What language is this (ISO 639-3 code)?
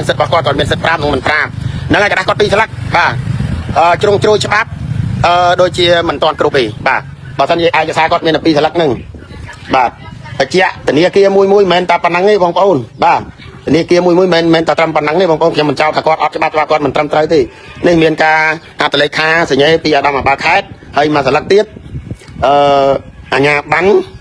khm